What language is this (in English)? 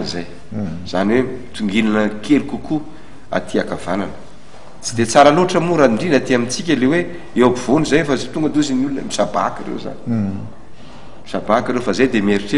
Malagasy